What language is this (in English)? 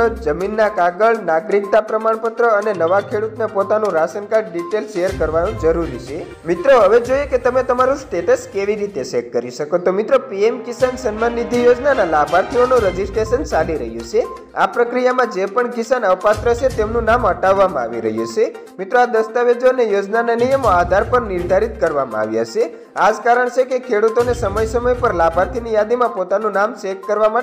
Gujarati